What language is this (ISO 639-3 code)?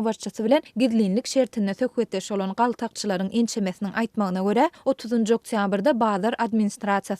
tuk